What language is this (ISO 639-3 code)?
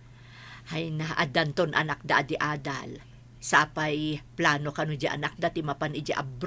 ilo